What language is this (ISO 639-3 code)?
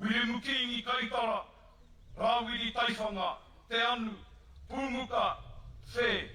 mri